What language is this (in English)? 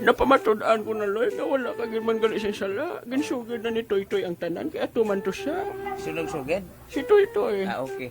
Hiligaynon